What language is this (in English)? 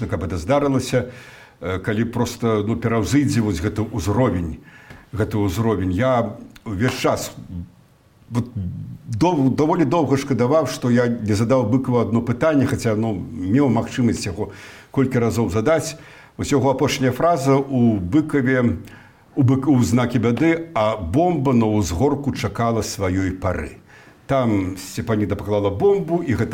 Belarusian